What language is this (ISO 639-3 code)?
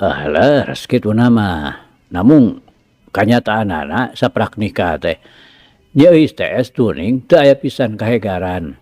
sun